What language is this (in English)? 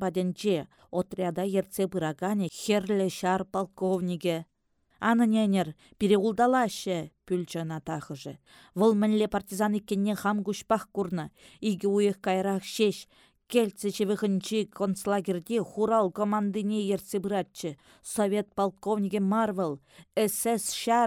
Chuvash